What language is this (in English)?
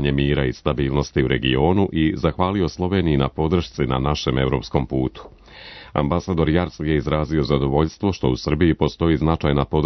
Serbian